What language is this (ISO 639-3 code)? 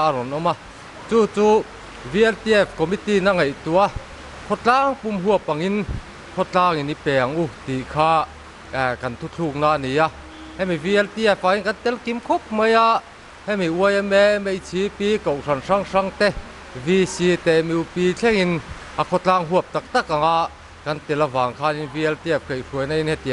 lus